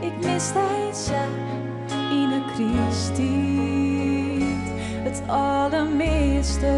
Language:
Western Frisian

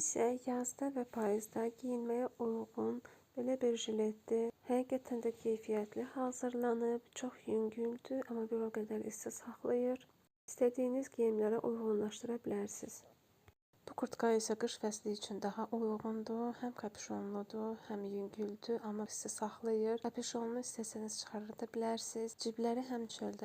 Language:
Azerbaijani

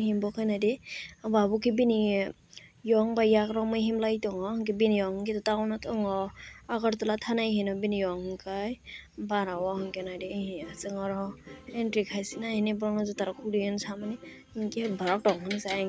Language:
Kok Borok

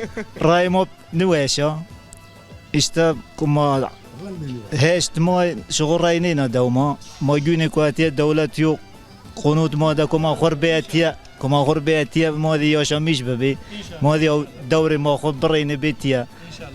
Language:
Zaza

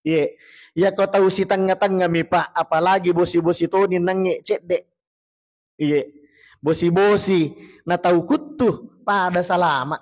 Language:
Buginese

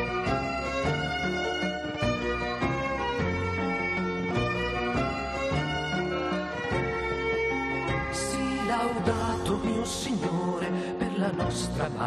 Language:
Italian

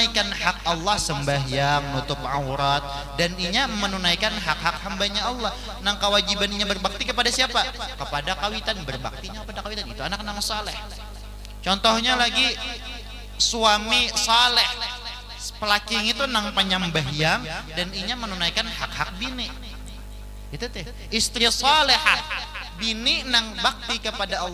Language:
Banjar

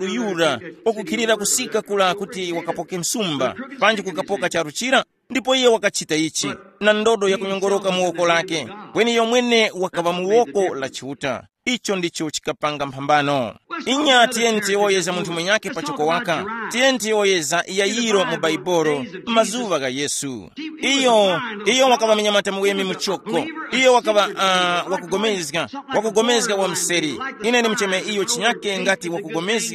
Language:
Tumbuka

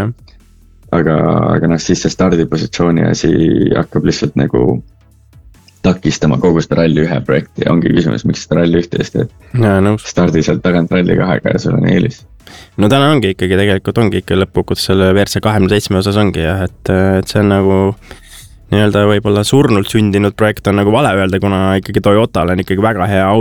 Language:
Estonian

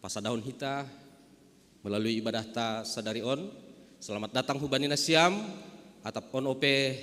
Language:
Batak Simalungun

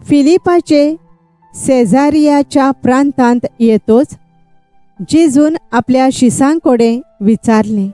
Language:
Konkani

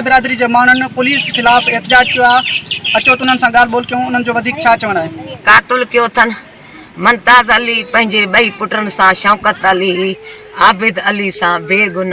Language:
Sindhi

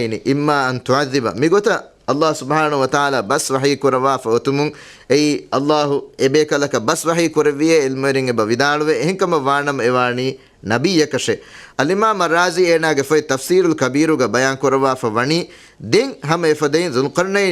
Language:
Divehi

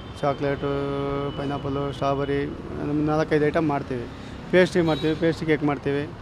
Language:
Kannada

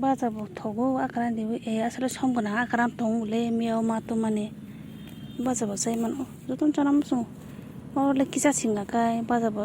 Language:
Kok Borok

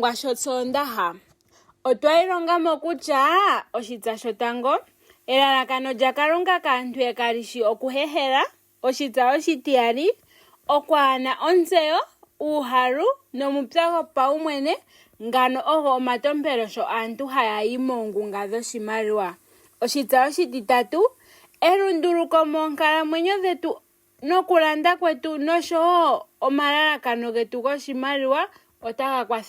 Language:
Ndonga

